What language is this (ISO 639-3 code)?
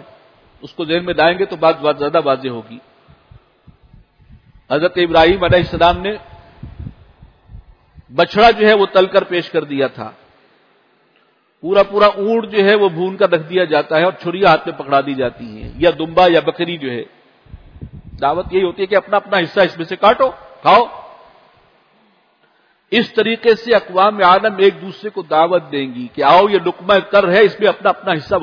urd